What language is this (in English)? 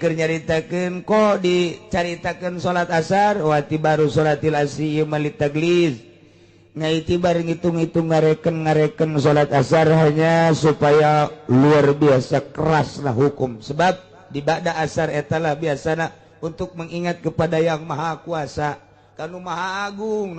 Sundanese